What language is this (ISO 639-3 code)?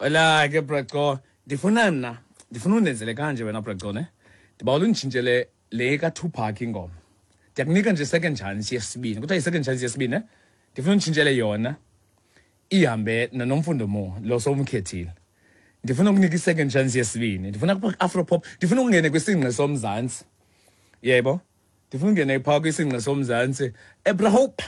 xho